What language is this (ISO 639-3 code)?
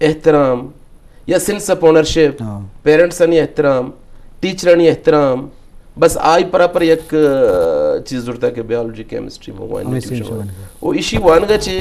bgp